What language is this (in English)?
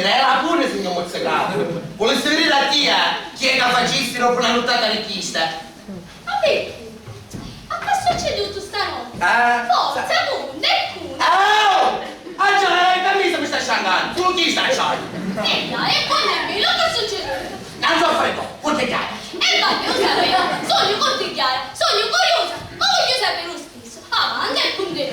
Sicilian